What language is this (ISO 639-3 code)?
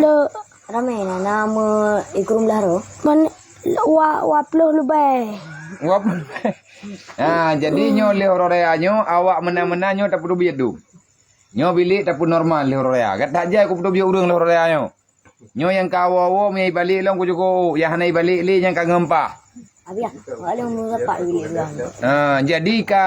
ace